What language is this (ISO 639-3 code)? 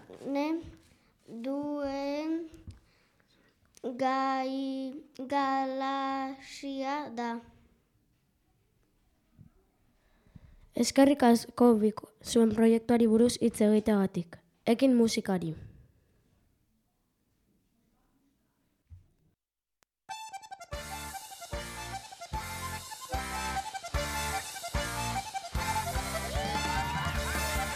eus